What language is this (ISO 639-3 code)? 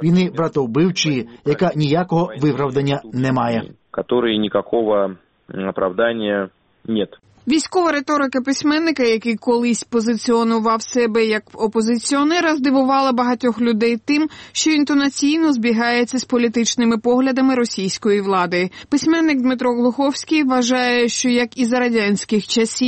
ukr